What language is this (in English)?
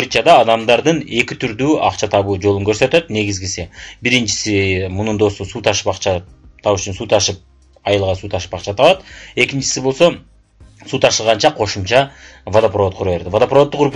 Kyrgyz